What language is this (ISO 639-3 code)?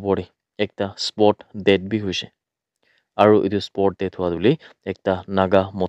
nag